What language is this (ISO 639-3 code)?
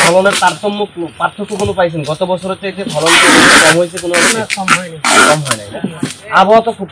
ben